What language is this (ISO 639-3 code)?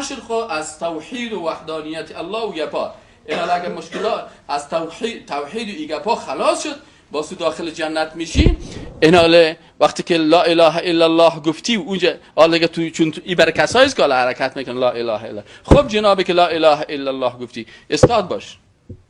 fas